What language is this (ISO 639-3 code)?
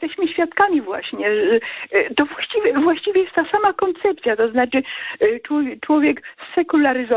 pol